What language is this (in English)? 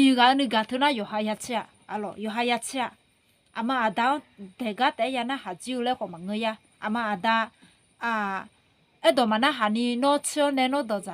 Akha